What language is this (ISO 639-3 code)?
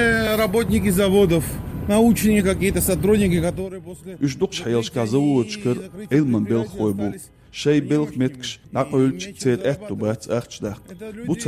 che